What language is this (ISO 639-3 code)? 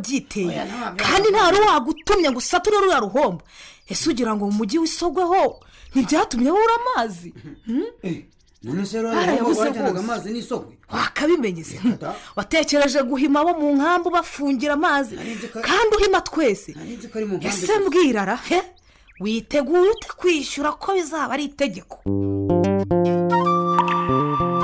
kin